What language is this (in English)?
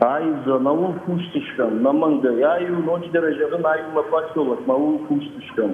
Ossetic